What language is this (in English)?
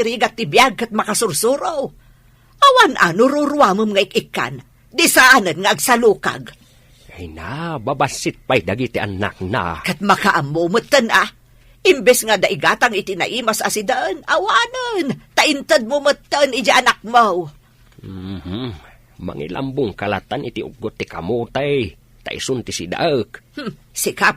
Iloko